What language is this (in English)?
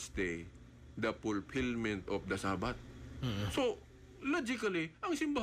Cebuano